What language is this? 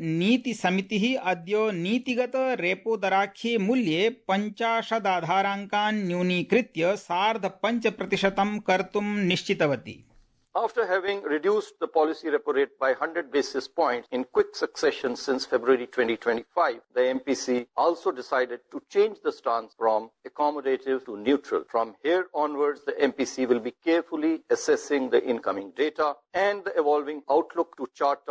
Sanskrit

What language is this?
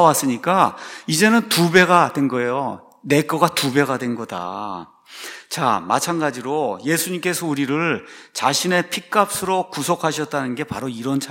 Korean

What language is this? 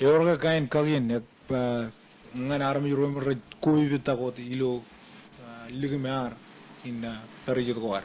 Marshallese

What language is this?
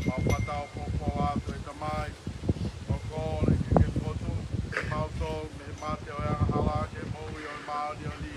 Tongan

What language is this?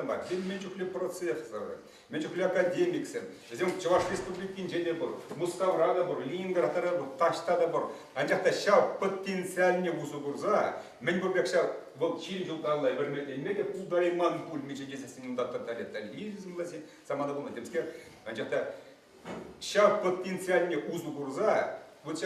Chuvash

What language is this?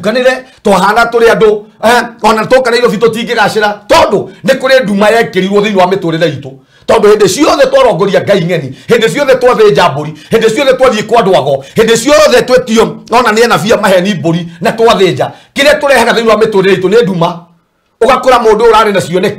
Kikuyu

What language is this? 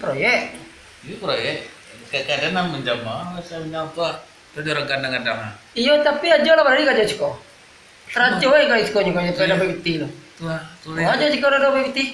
Minangkabau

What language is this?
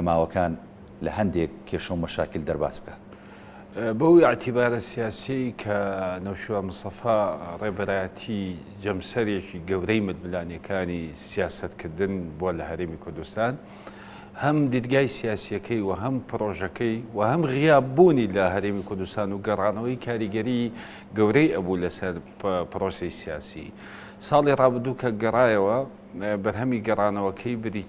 Central Kurdish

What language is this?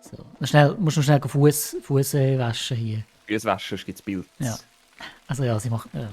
Swiss German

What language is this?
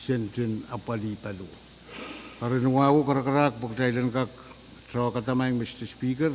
Pohnpeian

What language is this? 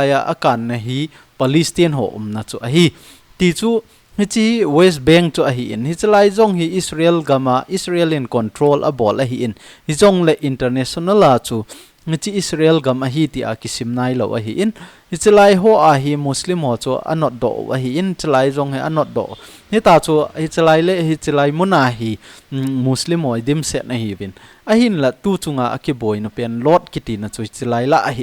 Thado Chin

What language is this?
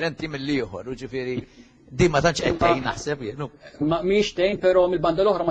Maltese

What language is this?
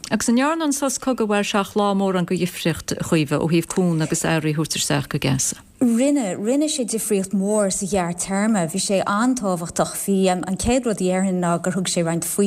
Irish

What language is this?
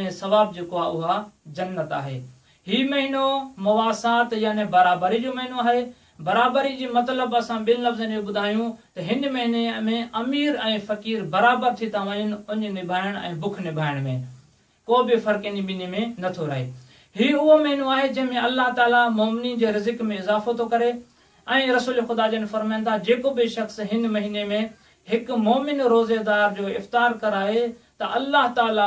Sindhi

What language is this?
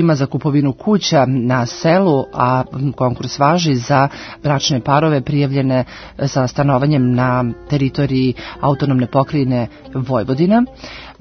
Serbian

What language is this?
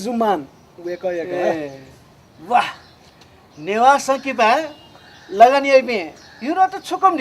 Newari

